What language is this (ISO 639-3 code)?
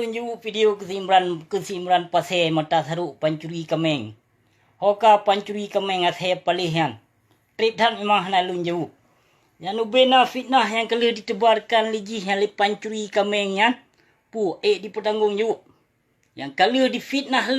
ace